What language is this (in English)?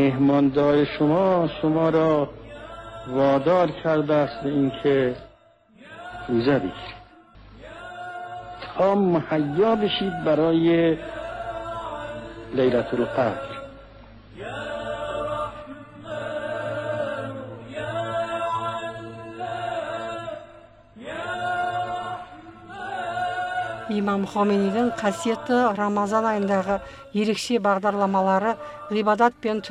Kazakh